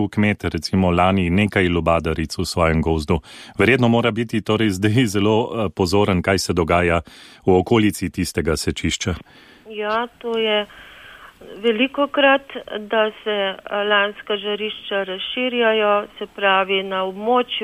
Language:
Slovenian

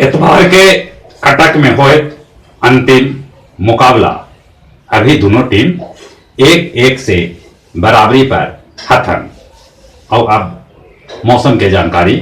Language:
Magahi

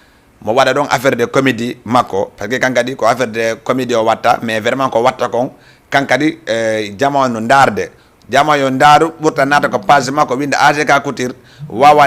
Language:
Fula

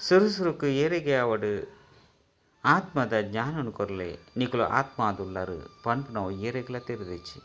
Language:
Tulu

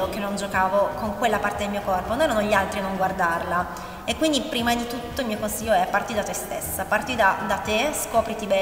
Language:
Italian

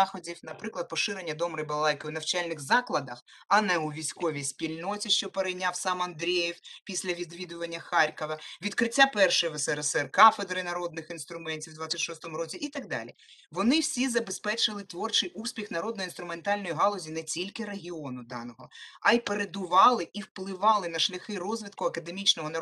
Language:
Ukrainian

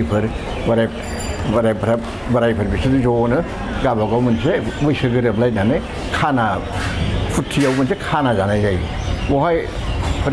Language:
Bodo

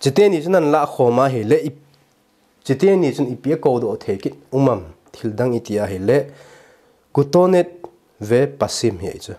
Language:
Thado Chin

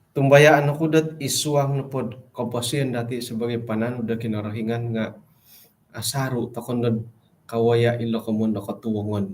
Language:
Central Dusun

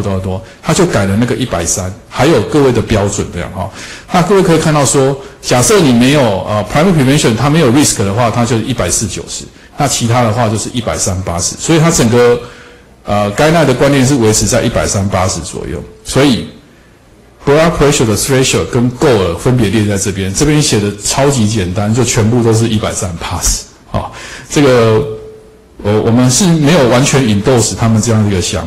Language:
Chinese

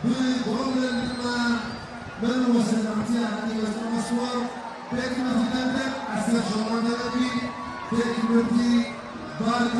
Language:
Tigrinya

